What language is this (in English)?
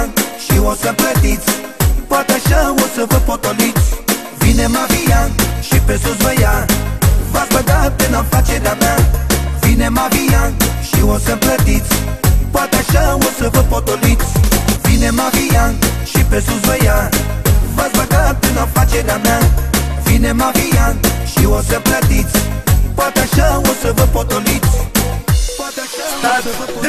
Romanian